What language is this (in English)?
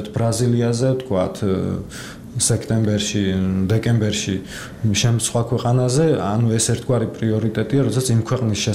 Georgian